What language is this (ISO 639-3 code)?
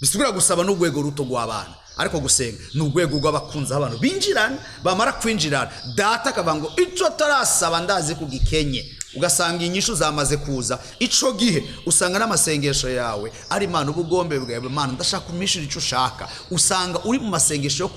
run